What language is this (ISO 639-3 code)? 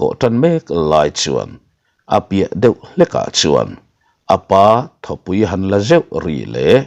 lus